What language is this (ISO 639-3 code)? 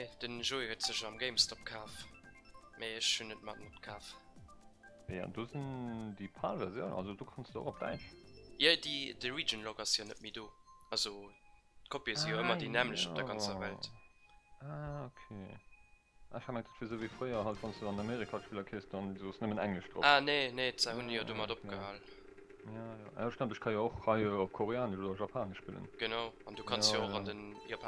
ltz